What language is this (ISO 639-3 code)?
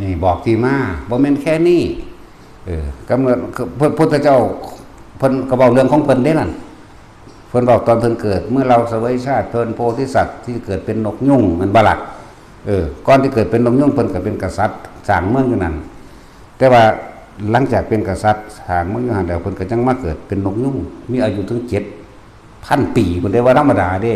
tts